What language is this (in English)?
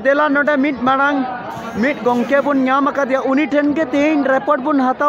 Santali